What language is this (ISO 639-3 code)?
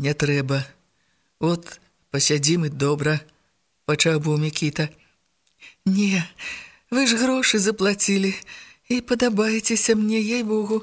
bel